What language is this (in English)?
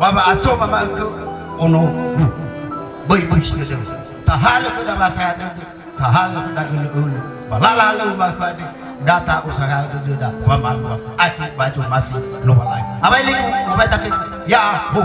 Nias